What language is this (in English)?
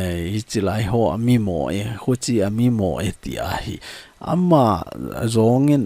Thado Chin